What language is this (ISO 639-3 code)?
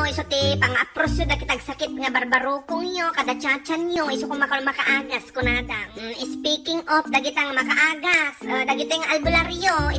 ilo